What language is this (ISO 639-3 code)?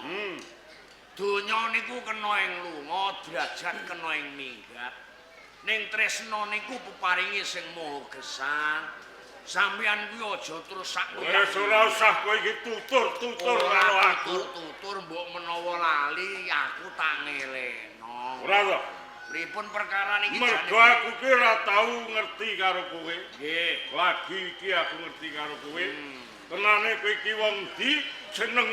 jav